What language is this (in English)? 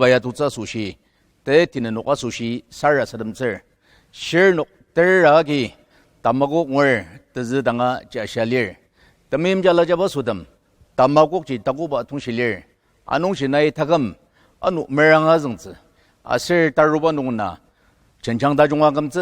Ao Naga